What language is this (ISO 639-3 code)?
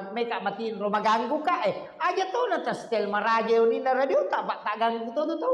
bug